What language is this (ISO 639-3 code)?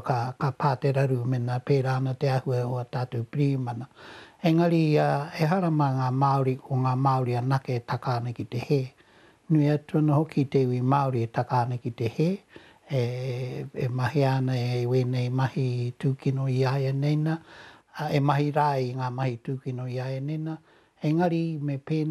mri